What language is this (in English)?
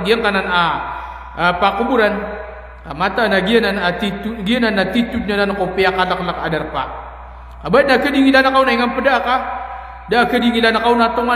Maranao